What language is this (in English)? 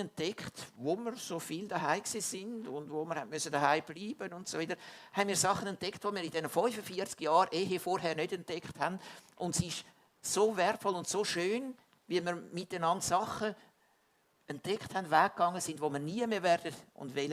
Swiss German